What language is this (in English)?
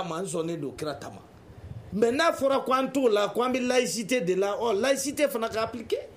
Bambara